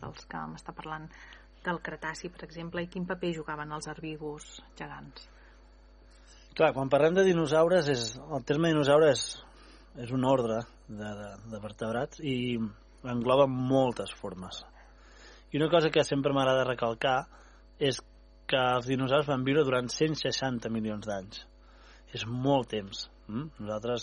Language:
Catalan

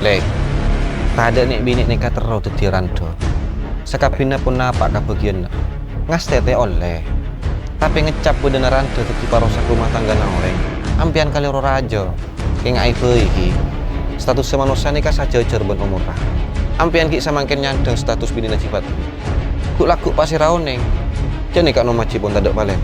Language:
Madurese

